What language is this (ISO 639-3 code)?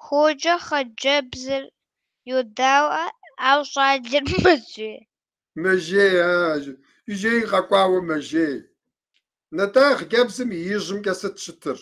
kbd